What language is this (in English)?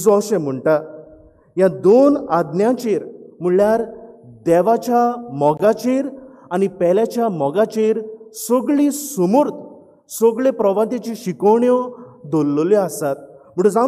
Konkani